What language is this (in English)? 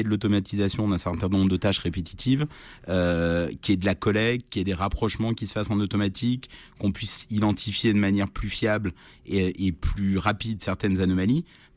French